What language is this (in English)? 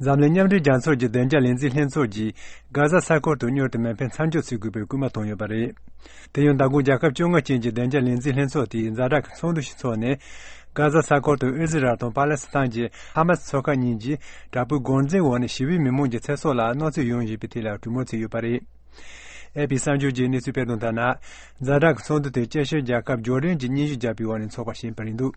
Tibetan